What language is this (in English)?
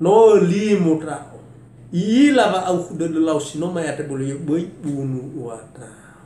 Nias